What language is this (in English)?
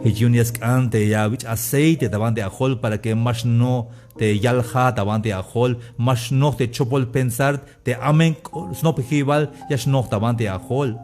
Tzeltal